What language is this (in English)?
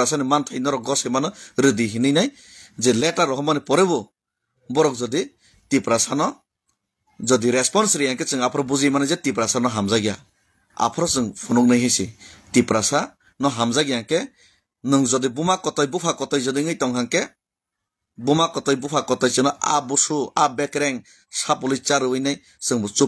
Kok Borok